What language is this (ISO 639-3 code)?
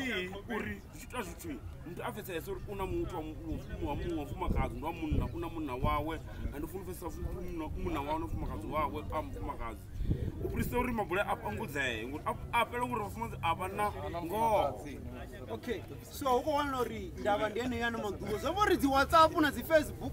ven